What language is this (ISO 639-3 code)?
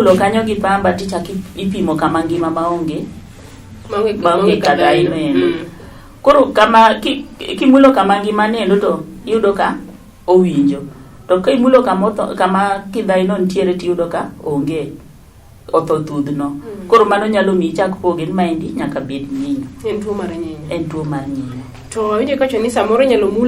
luo